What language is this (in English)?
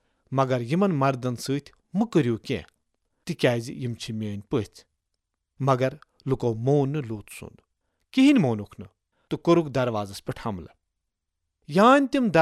Kashmiri